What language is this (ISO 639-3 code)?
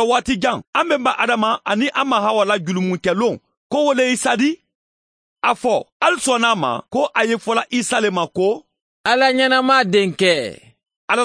man